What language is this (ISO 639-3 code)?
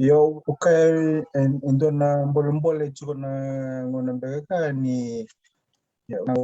fij